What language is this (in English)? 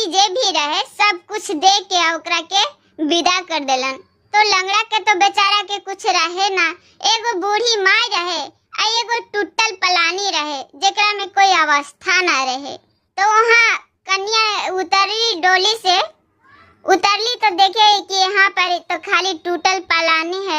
Bhojpuri